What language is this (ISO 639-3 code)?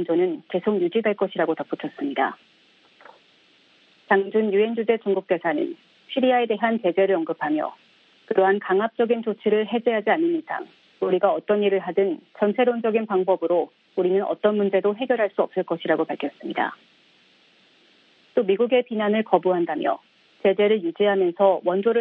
kor